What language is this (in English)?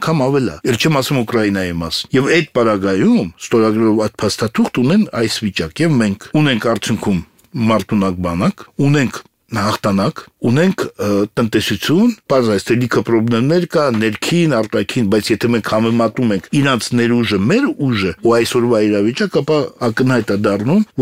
Armenian